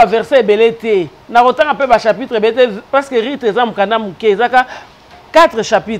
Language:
Lingala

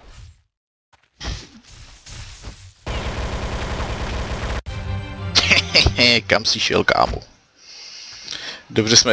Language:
Czech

